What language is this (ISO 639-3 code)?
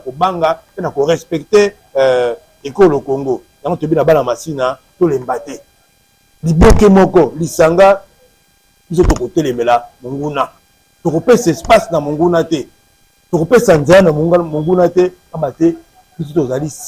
lin